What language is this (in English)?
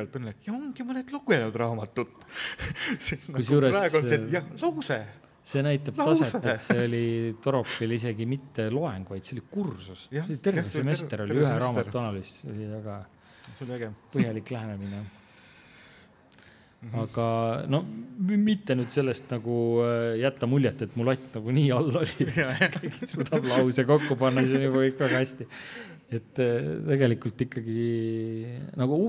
Estonian